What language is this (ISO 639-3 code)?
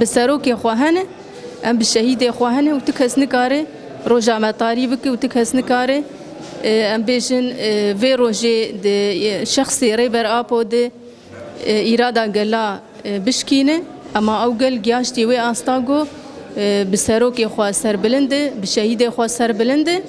kur